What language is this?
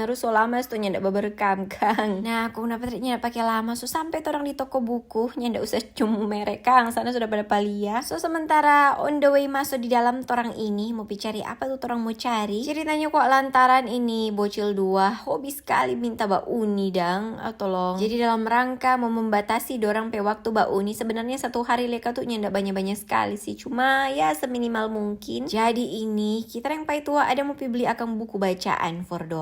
Manado Malay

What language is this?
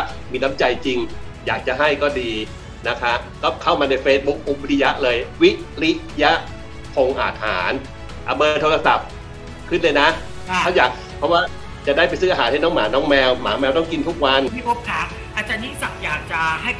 Thai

